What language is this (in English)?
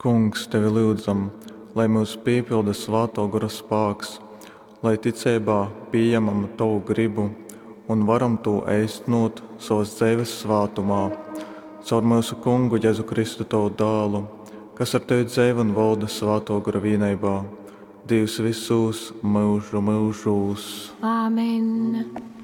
Latgalian